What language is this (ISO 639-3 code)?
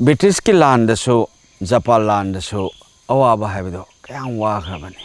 mni